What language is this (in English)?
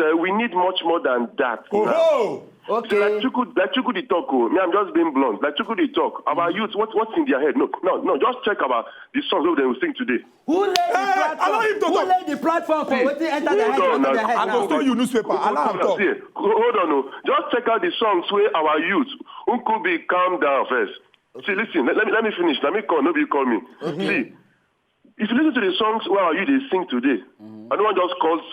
Nigerian Pidgin